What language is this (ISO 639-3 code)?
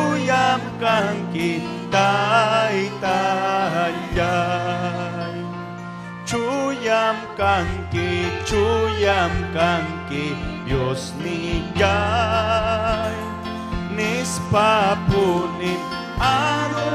quy